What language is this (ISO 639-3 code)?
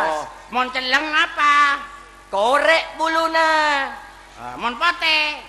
mad